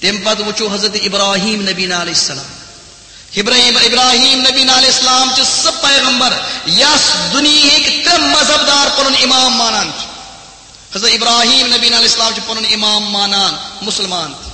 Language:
Kashmiri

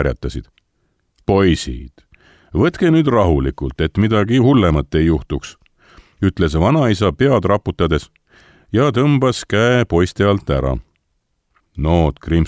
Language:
Estonian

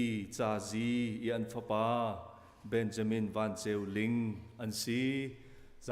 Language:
Hakha Chin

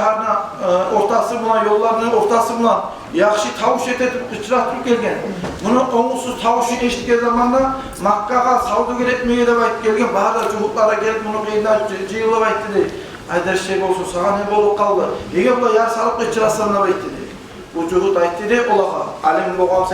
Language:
Kumyk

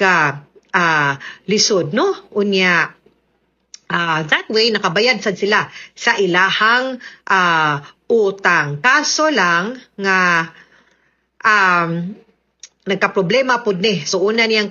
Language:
Cebuano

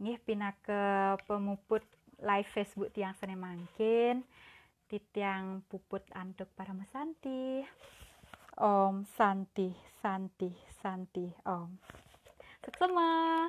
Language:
Balinese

